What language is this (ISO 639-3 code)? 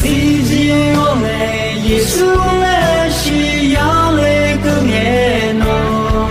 ahk